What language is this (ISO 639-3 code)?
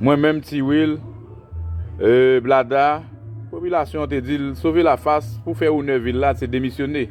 hat